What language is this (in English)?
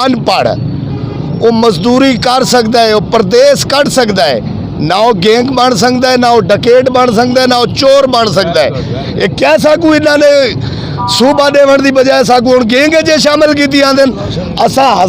Saraiki